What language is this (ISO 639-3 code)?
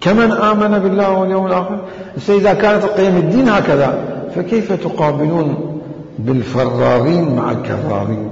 acm